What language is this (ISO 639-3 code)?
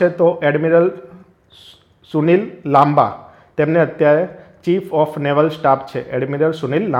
guj